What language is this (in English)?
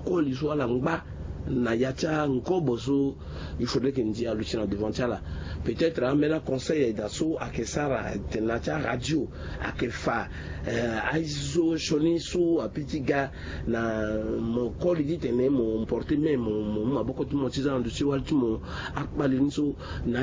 Sango